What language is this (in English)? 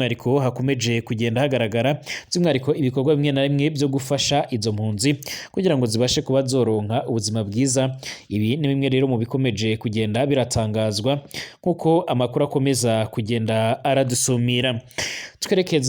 Rundi